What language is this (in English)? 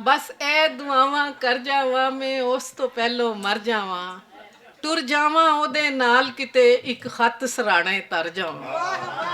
Western Panjabi